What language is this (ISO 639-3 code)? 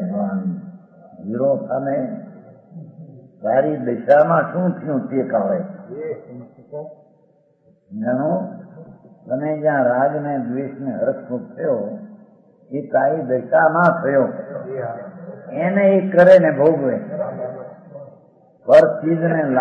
guj